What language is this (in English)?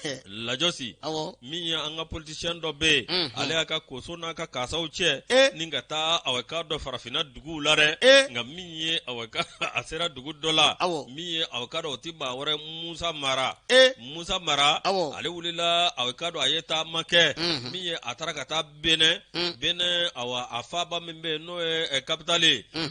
Bambara